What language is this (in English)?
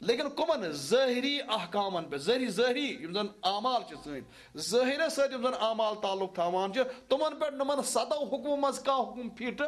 Kashmiri